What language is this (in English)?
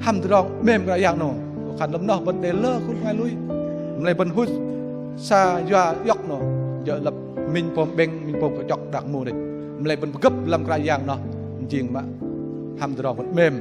Bahnar